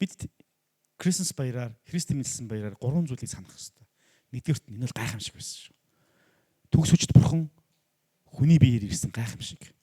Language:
Mongolian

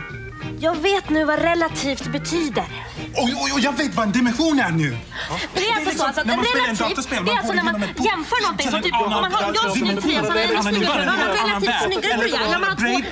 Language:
Swedish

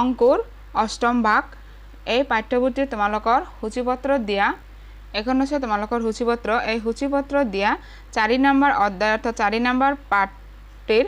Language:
Assamese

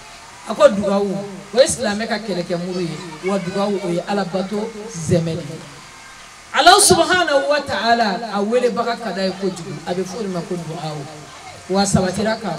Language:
Bambara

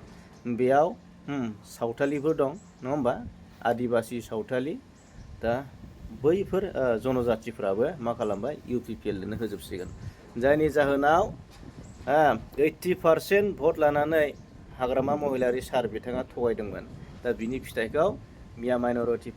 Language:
Bodo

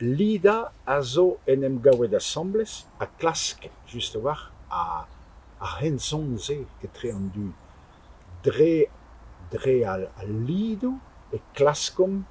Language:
Breton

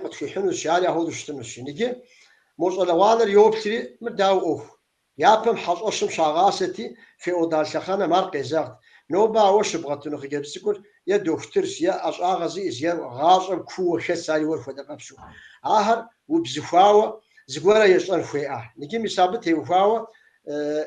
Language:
Kabardian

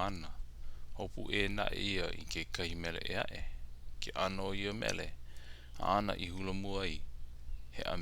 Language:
Hawaiian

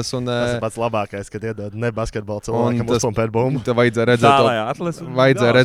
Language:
Latvian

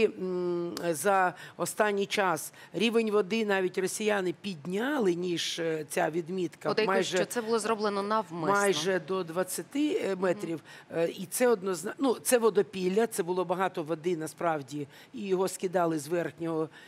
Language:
Ukrainian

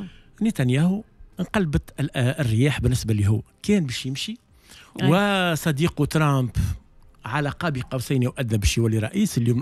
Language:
Tunisian Arabic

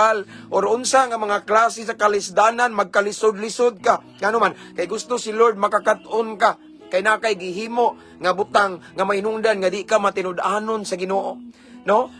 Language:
Cebuano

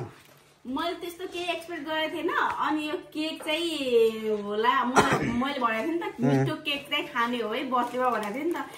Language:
Nepali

